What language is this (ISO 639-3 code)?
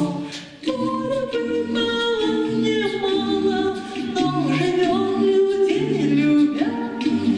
rus